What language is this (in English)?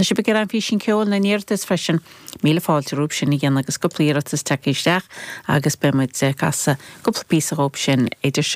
Irish